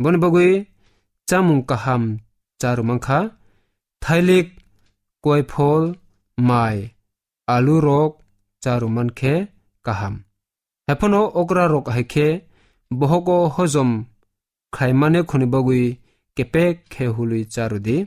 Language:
Kok Borok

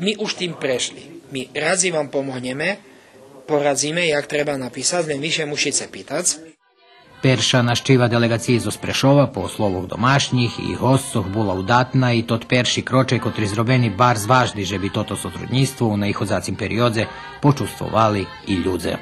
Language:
Rusyn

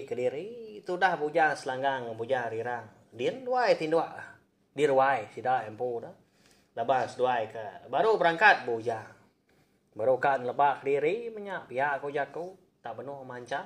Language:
Iban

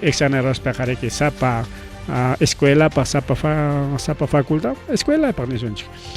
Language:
Ayacucho Quechua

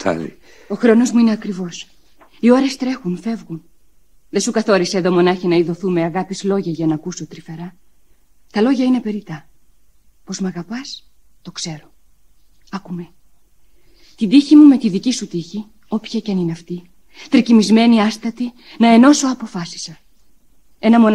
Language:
Greek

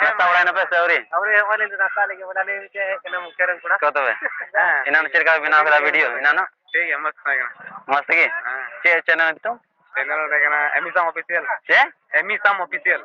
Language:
Santali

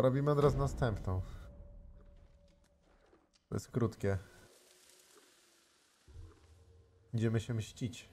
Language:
Polish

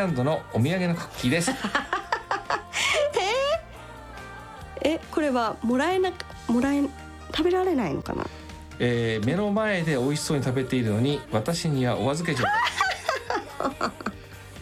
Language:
Japanese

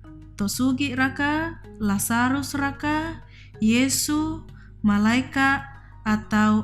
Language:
Toraja-Sa'dan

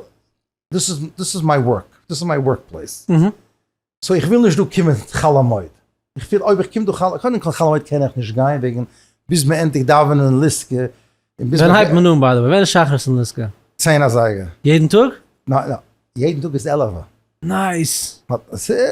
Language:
Yiddish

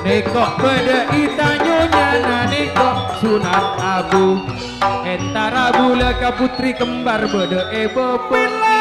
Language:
Madurese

